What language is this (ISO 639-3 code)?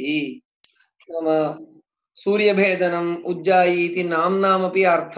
san